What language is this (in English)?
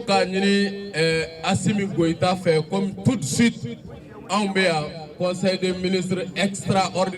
Bambara